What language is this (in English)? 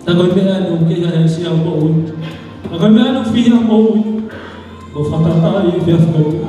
Tongan